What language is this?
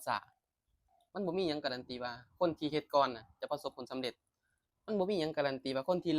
Lao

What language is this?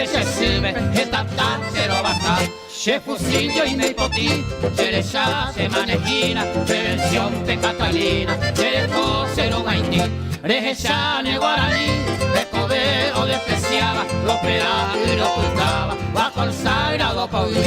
Guarani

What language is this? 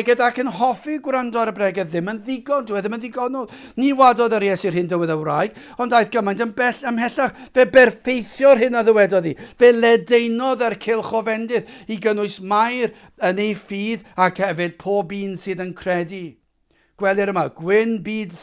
Welsh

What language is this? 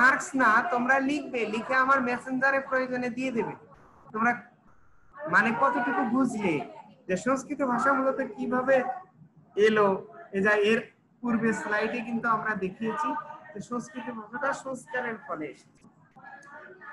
Bangla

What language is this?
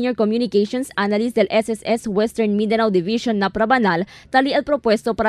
Chavacano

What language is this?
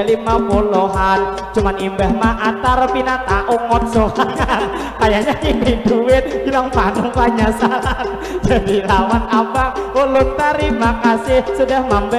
Banjar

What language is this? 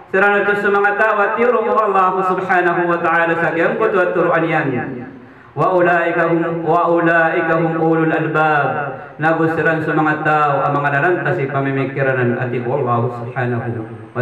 Maranao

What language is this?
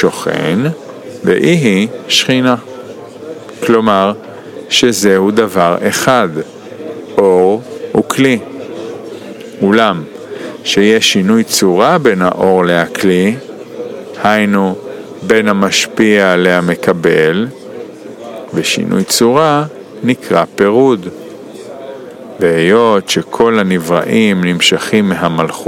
Hebrew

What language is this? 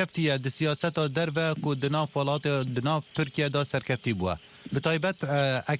Kurdish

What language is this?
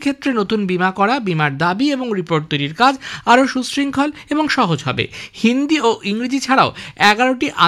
Bangla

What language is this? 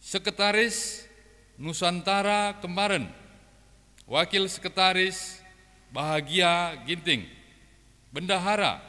Batak Karo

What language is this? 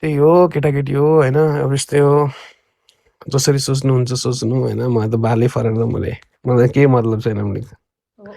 Nepali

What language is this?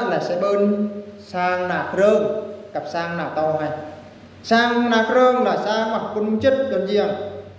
Eastern Bru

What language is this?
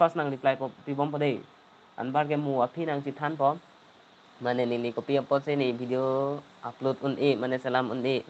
Karbi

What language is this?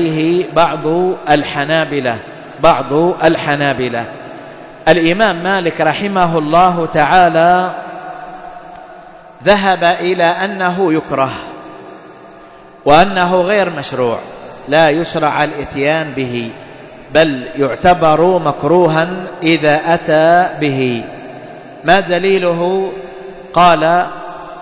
Arabic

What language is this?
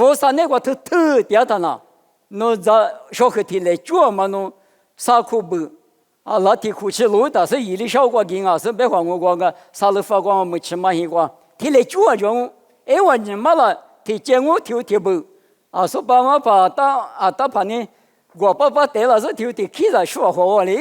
Lisu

